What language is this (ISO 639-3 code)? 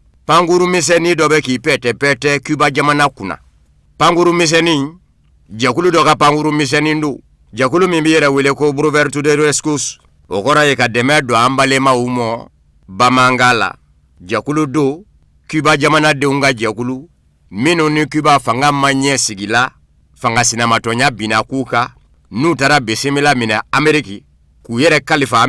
bam